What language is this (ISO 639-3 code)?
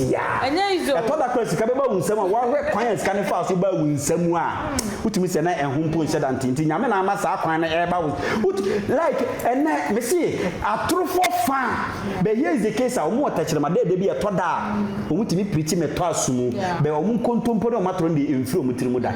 aka